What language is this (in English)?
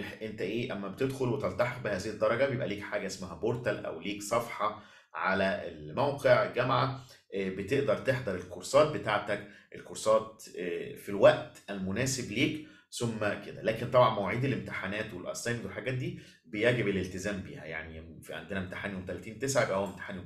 Egyptian Arabic